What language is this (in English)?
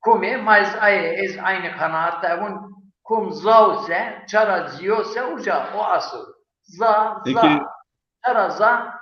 Zaza